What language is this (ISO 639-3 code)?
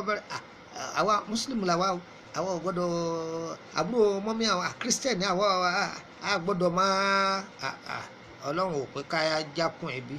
yor